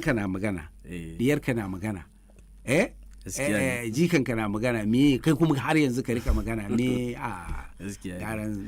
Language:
Hausa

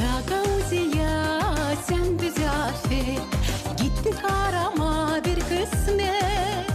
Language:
Gagauz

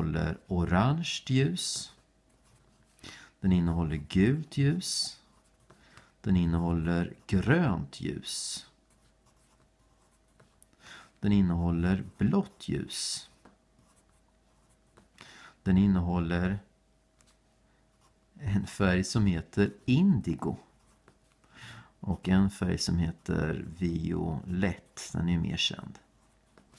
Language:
Swedish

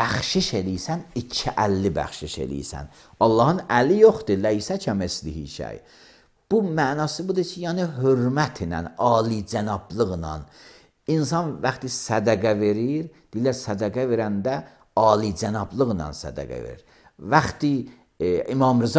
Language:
Azerbaijani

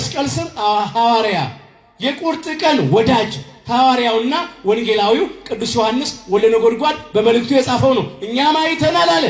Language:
Amharic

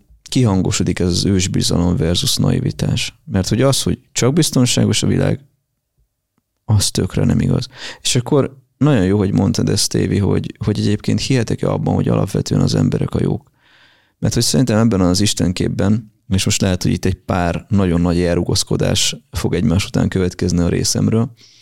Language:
Hungarian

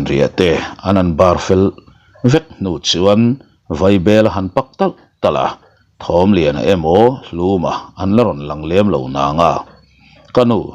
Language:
Mizo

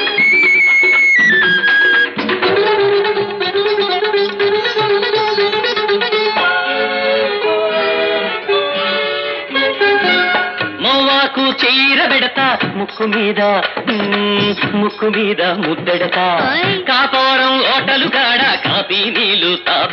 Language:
Telugu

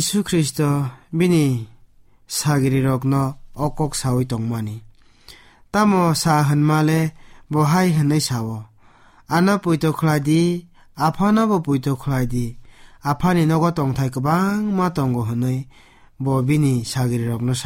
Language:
Kok Borok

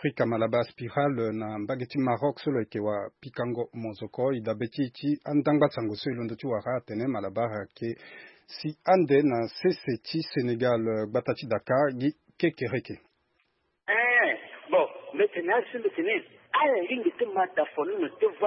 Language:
Sango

